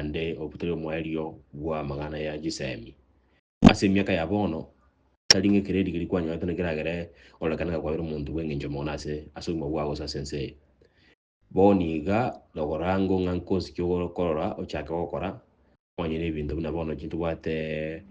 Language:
Gusii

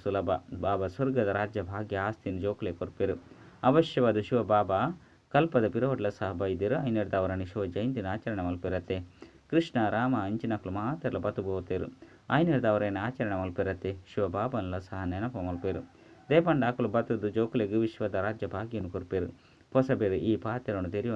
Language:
Tulu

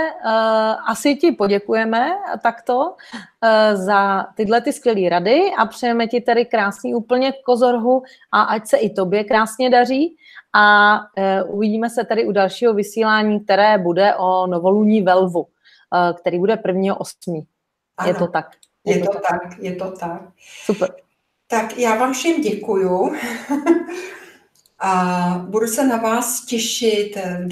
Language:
Czech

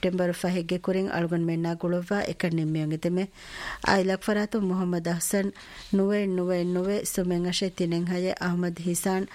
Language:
Divehi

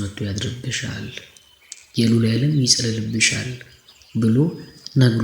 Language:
Amharic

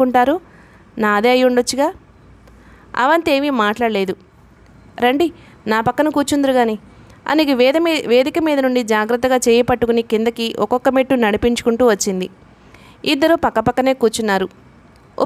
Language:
Telugu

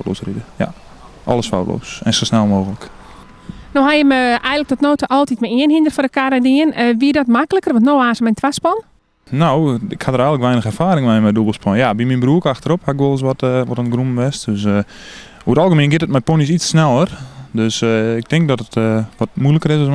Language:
Western Frisian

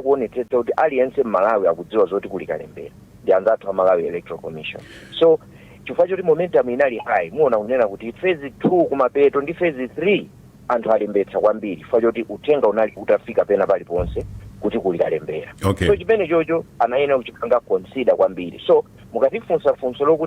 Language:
Nyanja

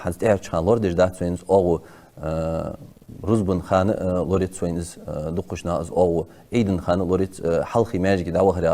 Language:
Ingush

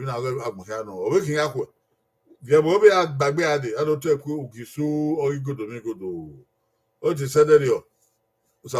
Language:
Bini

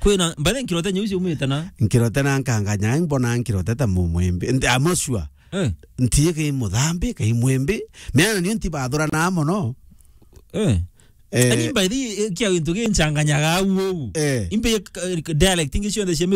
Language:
Meru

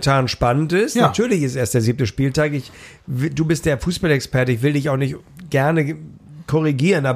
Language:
German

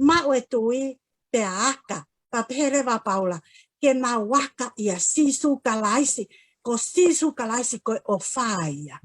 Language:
Tongan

